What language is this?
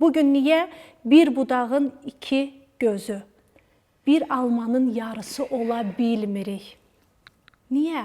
Azerbaijani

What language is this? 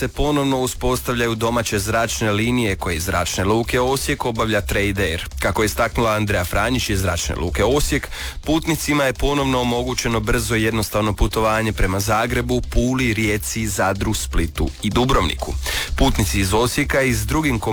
Croatian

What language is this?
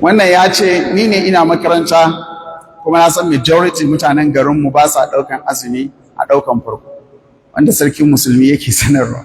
Hausa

